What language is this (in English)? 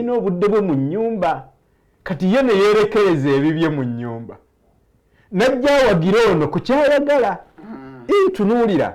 Ganda